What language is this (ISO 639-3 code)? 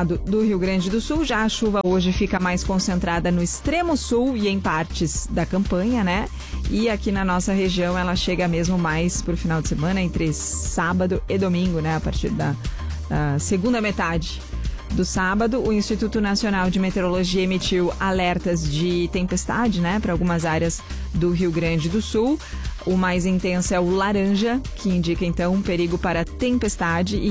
por